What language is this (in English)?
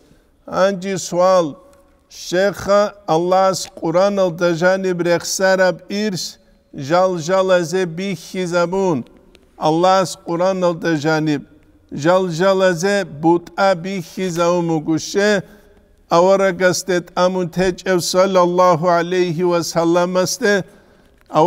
Avaric